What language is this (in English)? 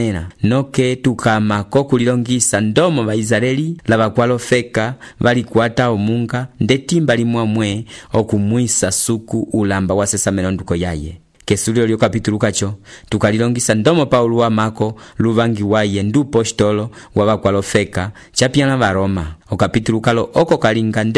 Umbundu